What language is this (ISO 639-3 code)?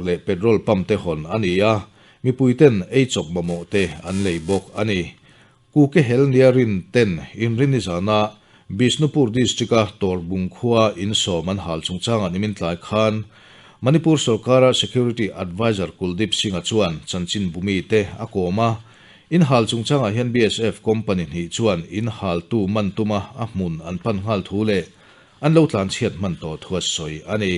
lus